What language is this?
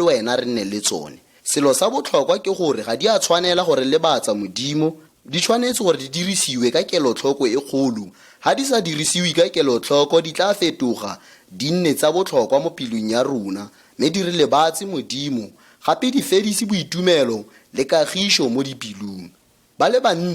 Tswana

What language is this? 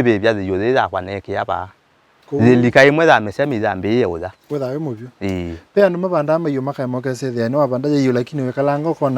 Kamba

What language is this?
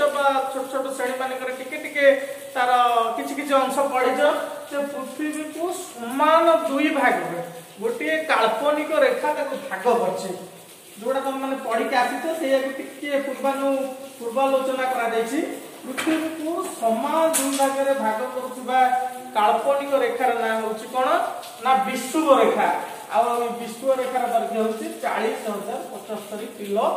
Odia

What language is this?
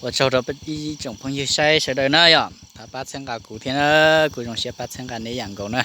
Hmong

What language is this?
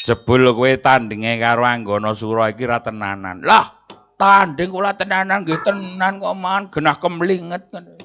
Javanese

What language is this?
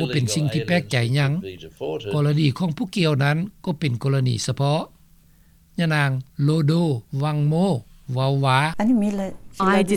Lao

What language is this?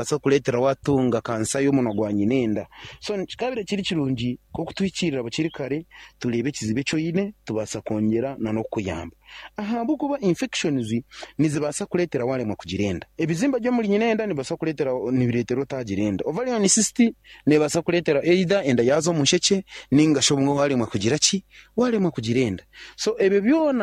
Nyankole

